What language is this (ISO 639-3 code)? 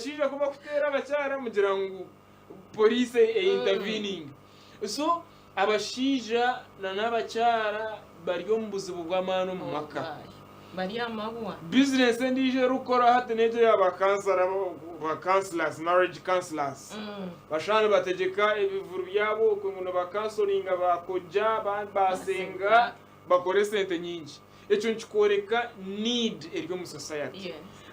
nyn